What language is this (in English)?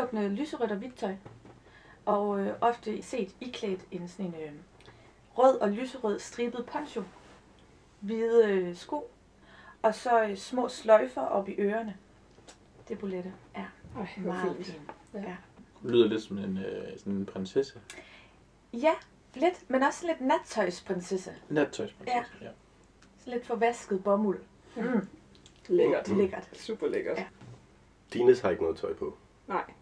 Danish